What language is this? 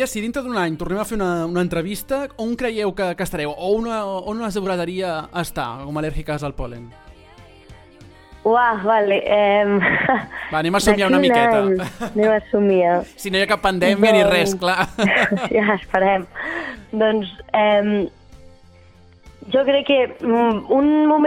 Catalan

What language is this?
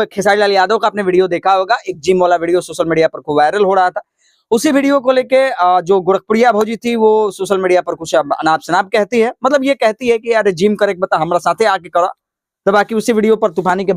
Bhojpuri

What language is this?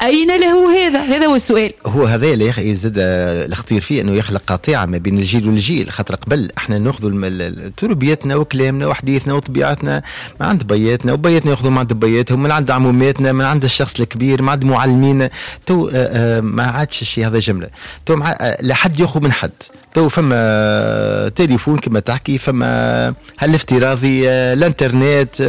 Tunisian Arabic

